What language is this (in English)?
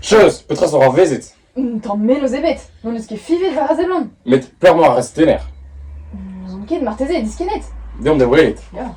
Breton